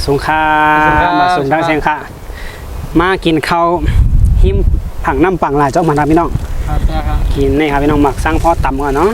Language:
Shan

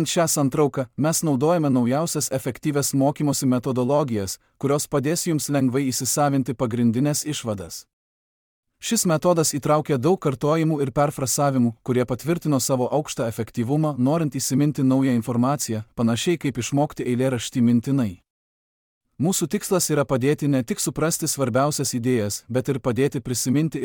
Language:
Lithuanian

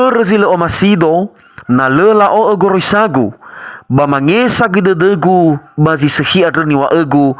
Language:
Nias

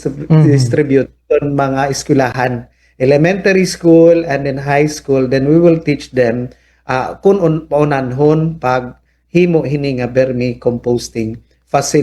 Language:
Waray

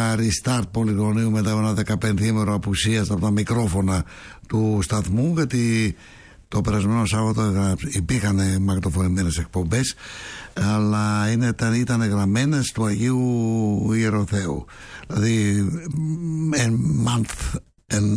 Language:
Greek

